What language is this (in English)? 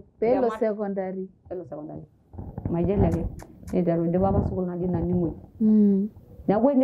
Masai